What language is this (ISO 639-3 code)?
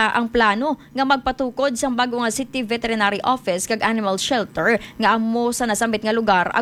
hil